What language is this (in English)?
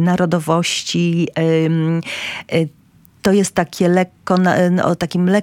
Polish